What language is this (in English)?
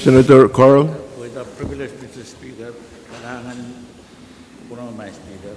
Pohnpeian